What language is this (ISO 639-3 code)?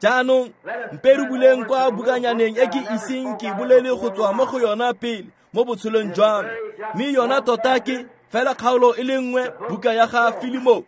tsn